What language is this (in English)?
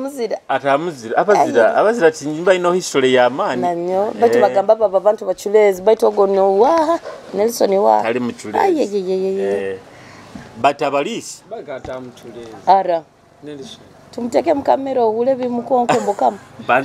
Nyoro